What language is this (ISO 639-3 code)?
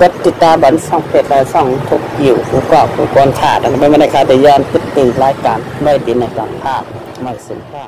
shn